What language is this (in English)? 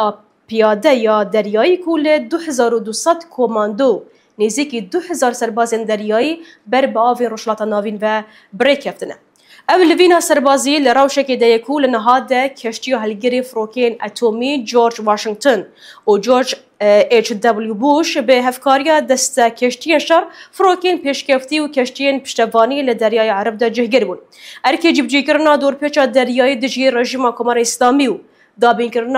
Persian